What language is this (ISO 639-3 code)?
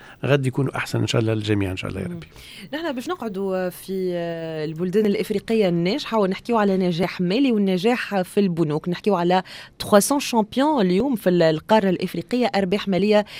aeb